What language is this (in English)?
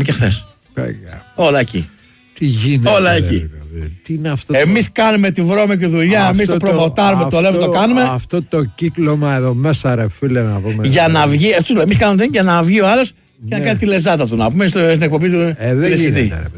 Greek